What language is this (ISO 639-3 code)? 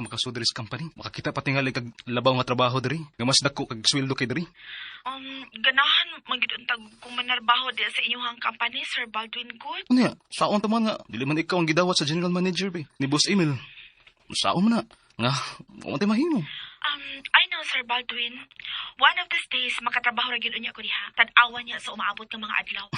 ceb